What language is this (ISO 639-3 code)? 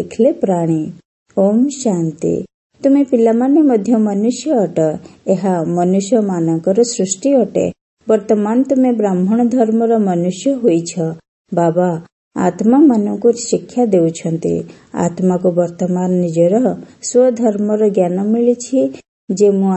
ori